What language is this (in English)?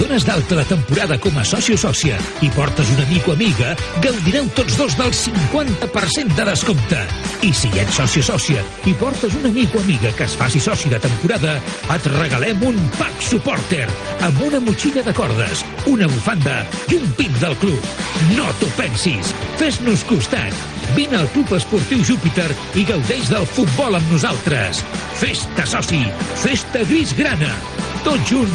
Catalan